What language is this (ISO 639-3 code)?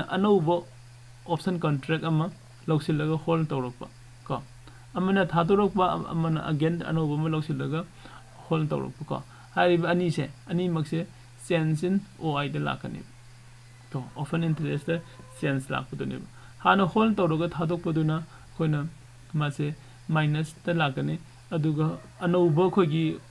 mni